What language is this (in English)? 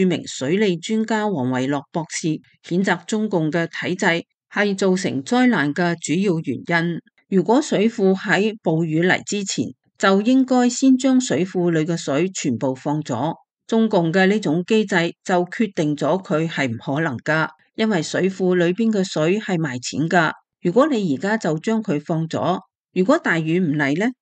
Cantonese